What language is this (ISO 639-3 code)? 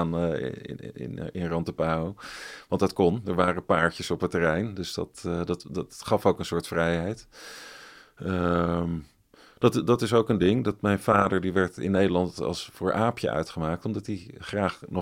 nld